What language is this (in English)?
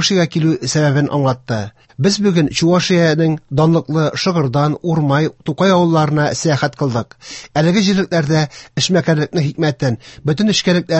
Tatar